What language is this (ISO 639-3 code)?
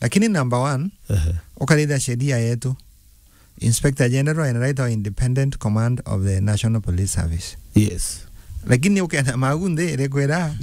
mer